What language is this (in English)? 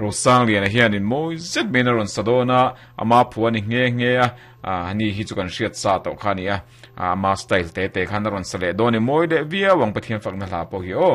Mizo